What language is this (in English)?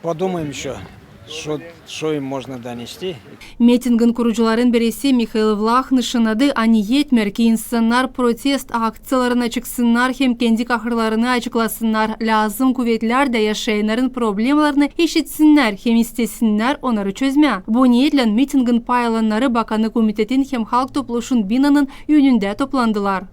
Gagauz